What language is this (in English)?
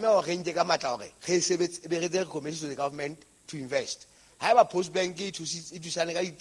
Southern Sotho